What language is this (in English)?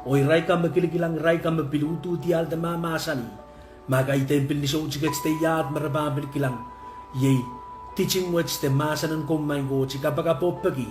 Pohnpeian